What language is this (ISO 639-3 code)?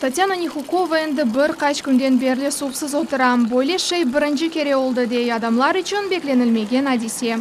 crh